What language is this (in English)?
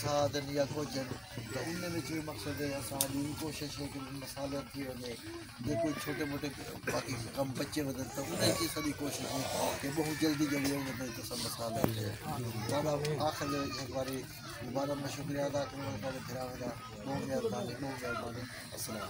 Saraiki